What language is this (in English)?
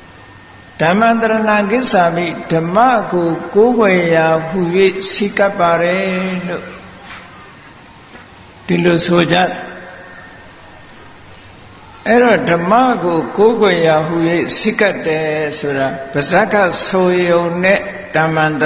Burmese